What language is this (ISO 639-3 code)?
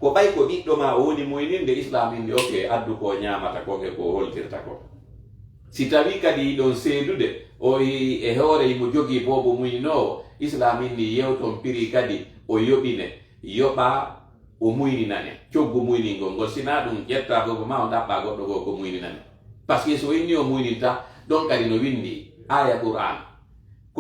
ful